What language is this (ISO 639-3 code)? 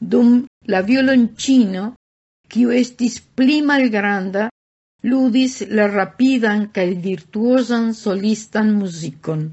epo